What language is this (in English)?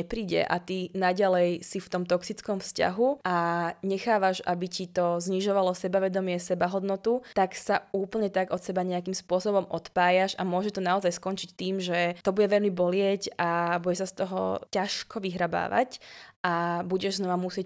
Slovak